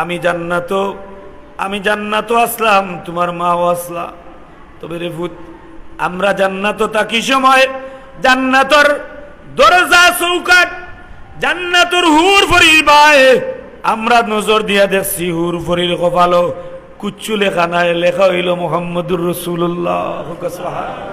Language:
Sylheti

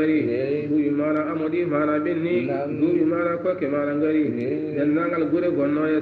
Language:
Fula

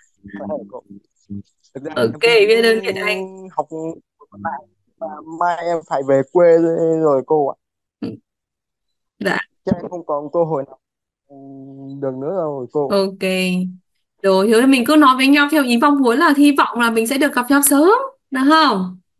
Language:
Vietnamese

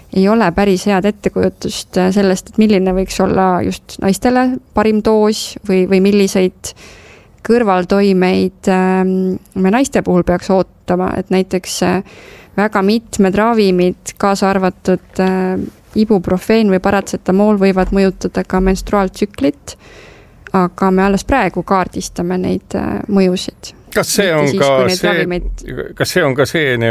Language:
Estonian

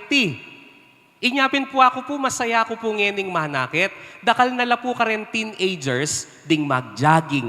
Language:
Pampanga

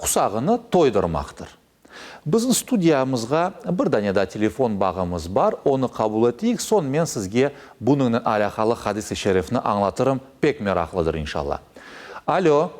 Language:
Crimean Tatar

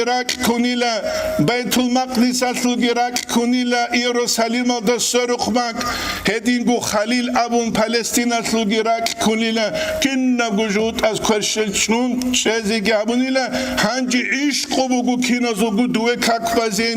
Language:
Avaric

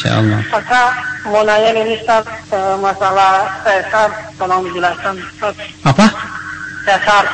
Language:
Indonesian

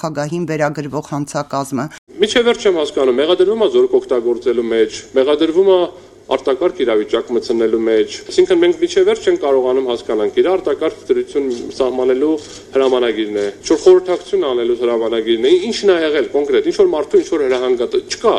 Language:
Armenian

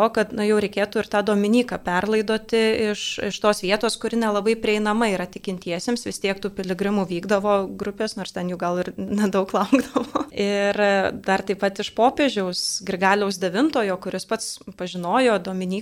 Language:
Lithuanian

